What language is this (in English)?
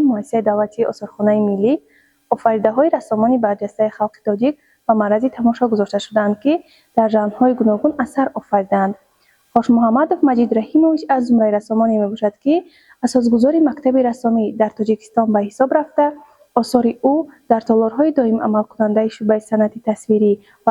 Tajik